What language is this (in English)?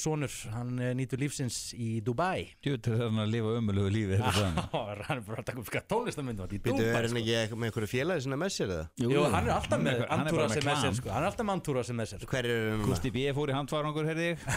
Icelandic